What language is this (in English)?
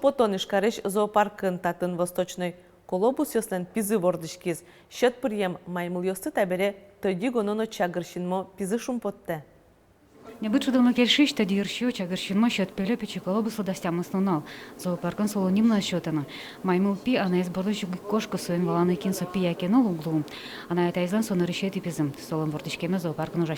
Udmurt